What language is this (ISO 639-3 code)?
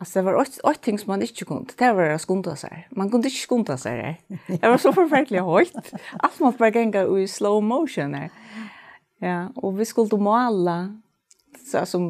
fao